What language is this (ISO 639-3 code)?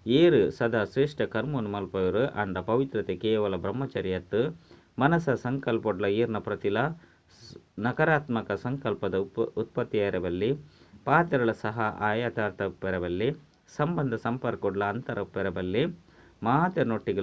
tcy